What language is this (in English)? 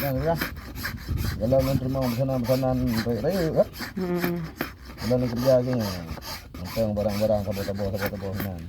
Achinese